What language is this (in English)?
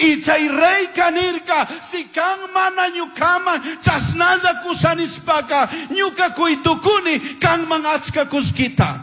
Chimborazo Highland Quichua